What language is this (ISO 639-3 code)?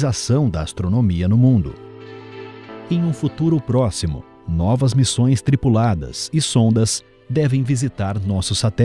por